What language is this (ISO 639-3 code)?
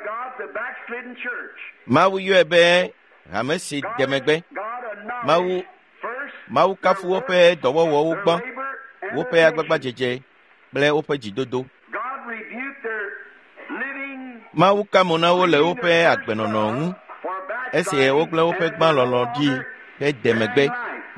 ewe